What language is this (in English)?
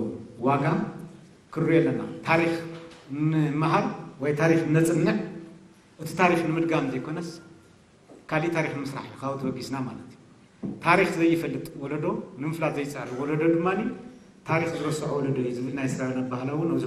Tigrinya